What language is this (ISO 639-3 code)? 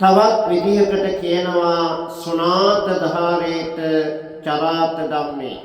sin